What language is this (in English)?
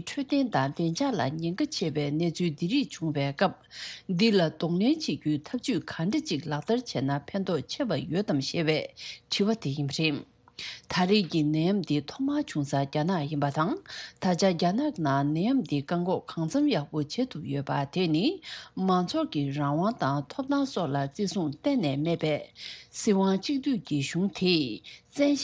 Tibetan